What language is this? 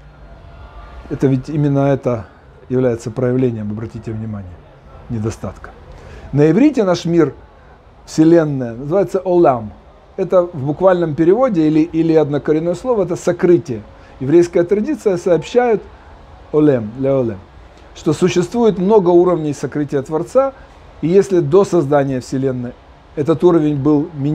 Russian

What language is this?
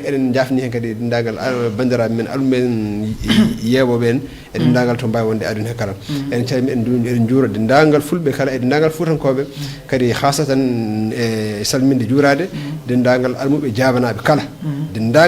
Fula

